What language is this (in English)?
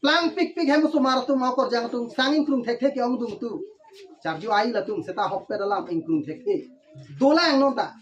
Karbi